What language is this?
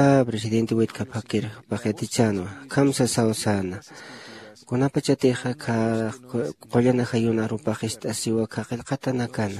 Aymara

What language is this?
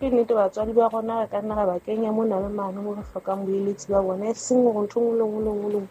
Southern Sotho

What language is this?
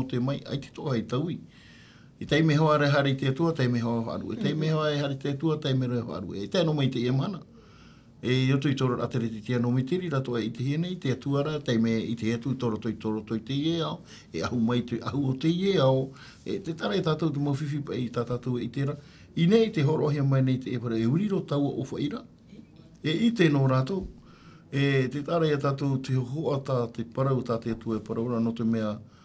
Tahitian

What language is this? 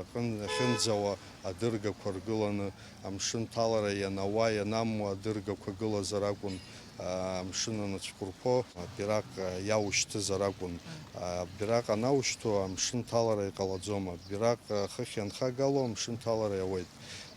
Abkhazian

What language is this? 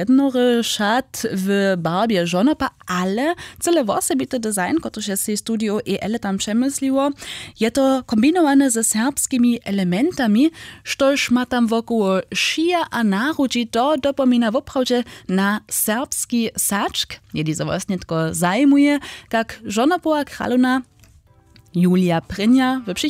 Upper Sorbian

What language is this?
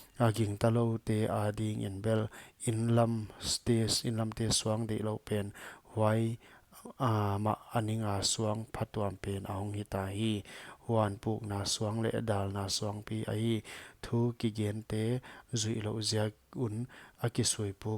Paite Chin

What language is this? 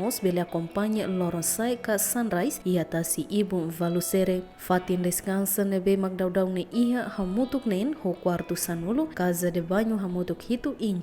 Tetum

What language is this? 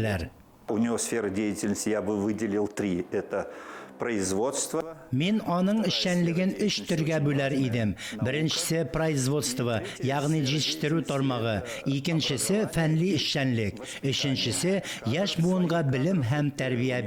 Tatar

